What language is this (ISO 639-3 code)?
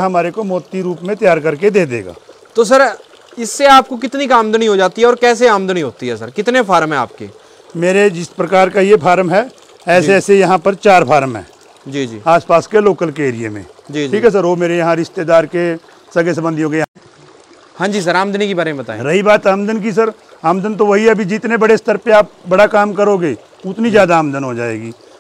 hin